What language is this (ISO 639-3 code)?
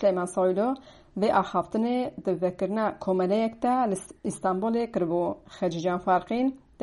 kur